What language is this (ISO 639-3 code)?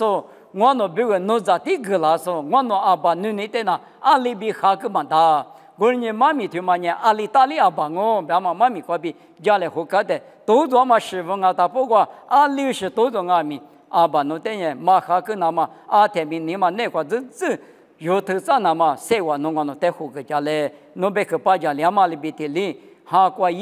lis